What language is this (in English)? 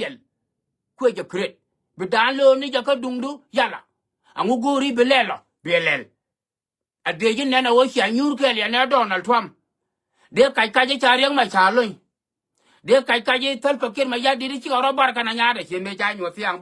Nuer